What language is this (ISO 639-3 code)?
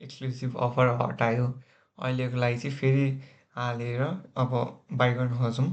nep